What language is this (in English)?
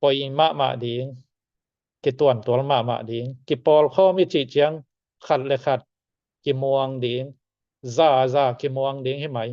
Tedim Chin